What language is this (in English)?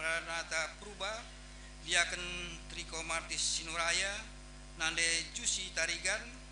Batak Karo